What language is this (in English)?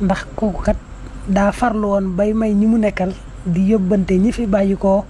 Wolof